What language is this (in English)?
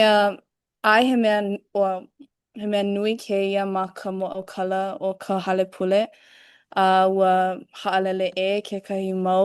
Hawaiian